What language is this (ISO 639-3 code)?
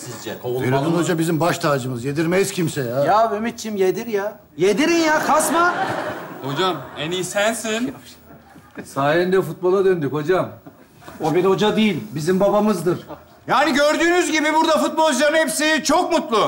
tur